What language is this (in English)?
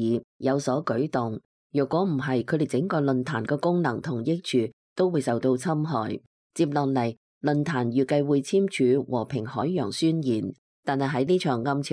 Cantonese